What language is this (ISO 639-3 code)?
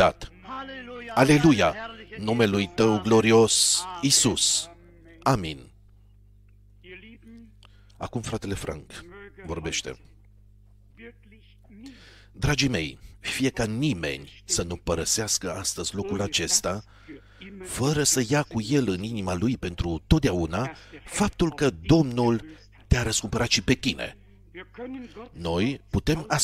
ron